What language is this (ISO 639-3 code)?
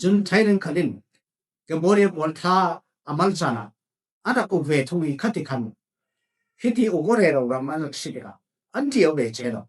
cfm